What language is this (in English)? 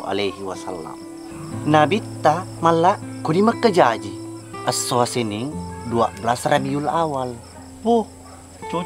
Buginese